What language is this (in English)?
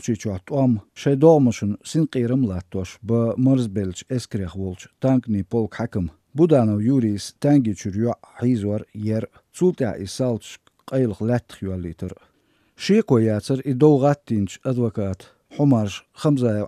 Chechen